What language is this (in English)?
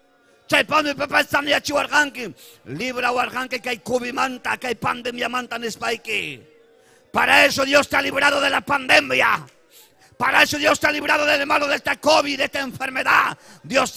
Ayacucho Quechua